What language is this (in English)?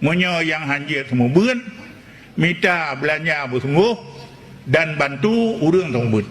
Achinese